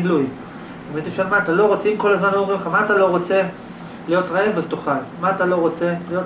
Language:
Hebrew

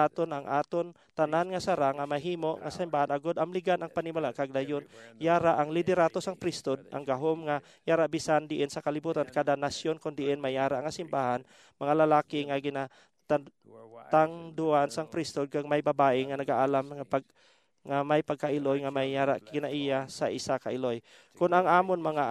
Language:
Hiligaynon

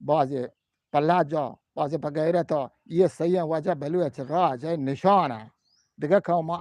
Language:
Eastern Balochi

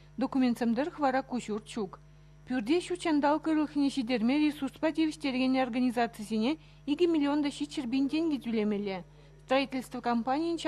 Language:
Chuvash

